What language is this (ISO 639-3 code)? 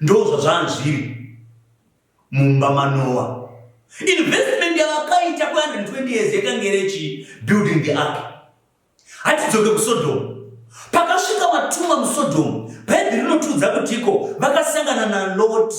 sna